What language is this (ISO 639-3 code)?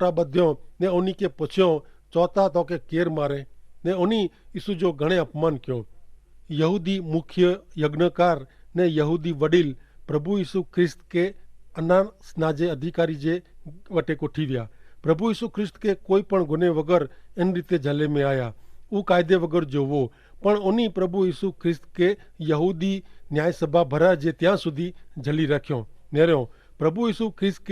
kfr